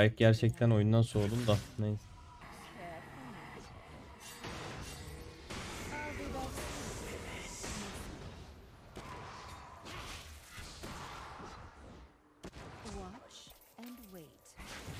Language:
Turkish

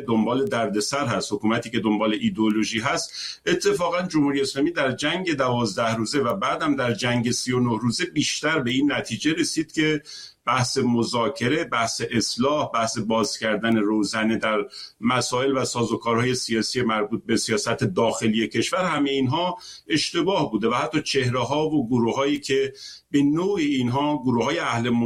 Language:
Persian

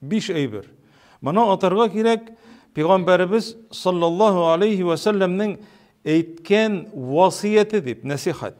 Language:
Tatar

